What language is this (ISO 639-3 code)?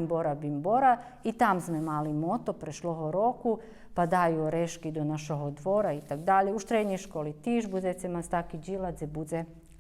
rue